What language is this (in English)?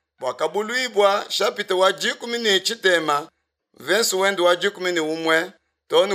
Luba-Lulua